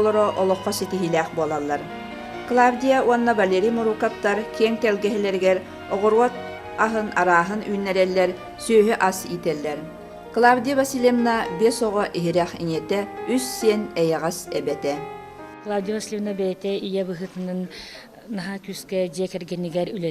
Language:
Yakut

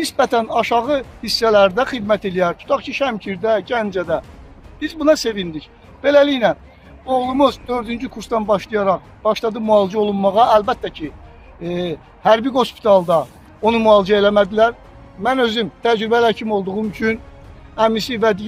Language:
Azerbaijani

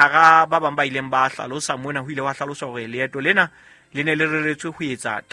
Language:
Southern Sotho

